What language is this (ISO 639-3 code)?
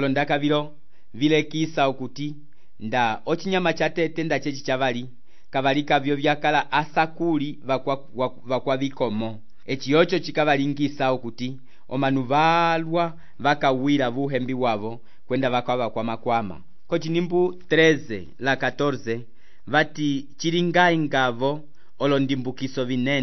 umb